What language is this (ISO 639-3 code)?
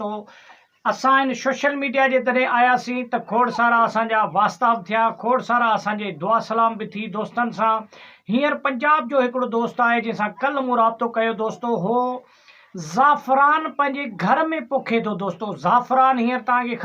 snd